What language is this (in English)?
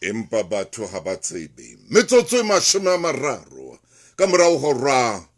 Southern Sotho